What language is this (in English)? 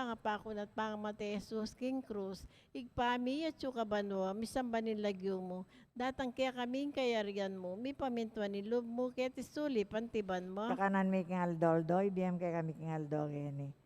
Pampanga